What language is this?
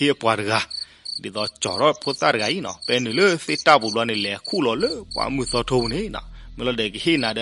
S'gaw Karen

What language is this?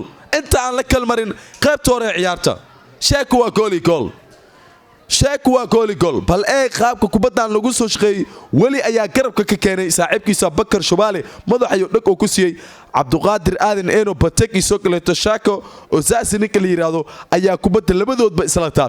Somali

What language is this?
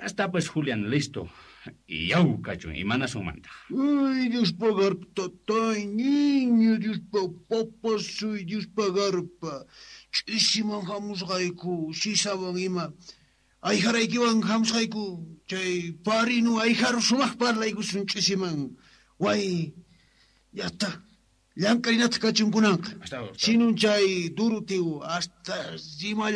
South Bolivian Quechua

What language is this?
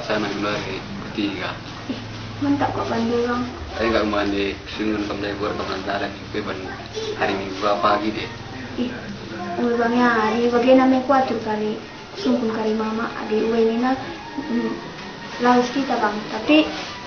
Batak Karo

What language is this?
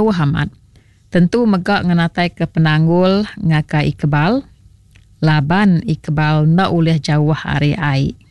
Iban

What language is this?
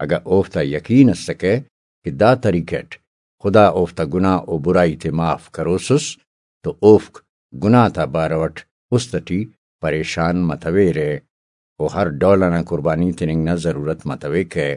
Brahui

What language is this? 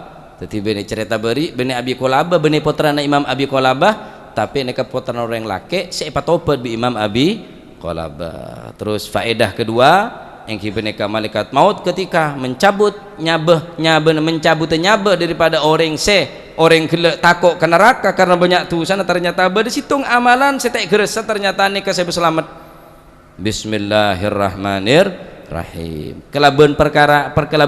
Madurese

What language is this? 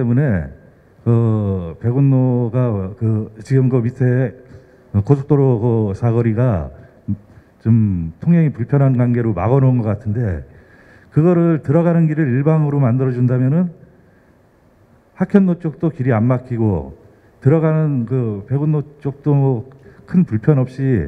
Korean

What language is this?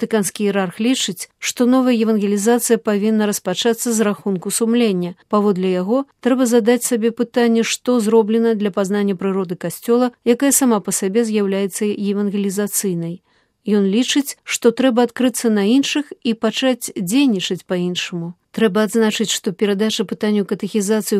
Belarusian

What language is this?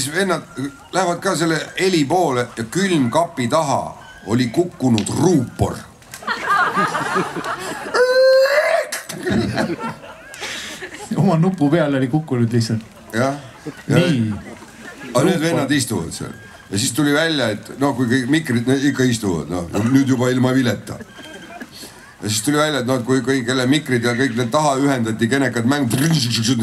Estonian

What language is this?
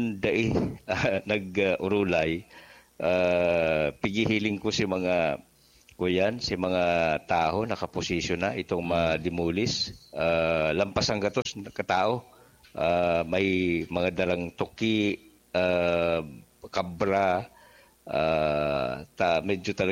Bikol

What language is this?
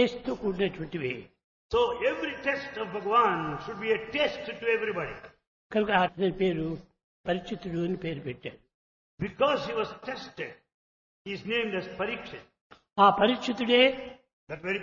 Telugu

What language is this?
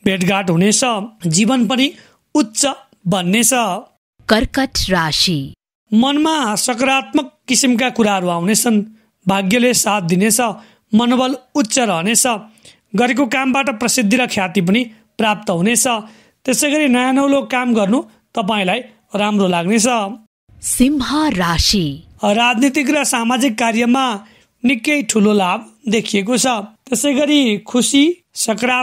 Nepali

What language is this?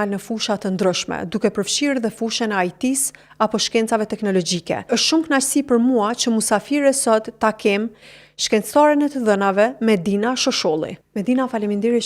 Albanian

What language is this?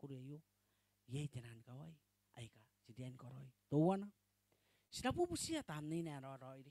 Gilbertese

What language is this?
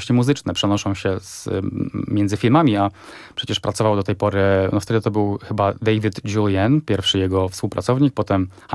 Polish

